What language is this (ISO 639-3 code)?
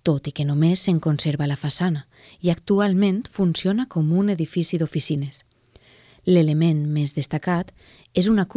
cat